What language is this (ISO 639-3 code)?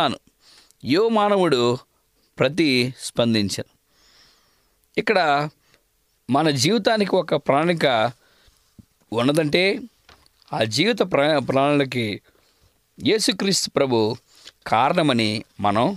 tel